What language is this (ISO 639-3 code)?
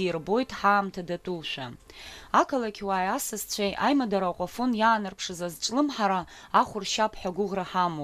abk